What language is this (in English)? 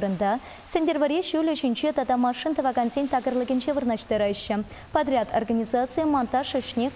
Chuvash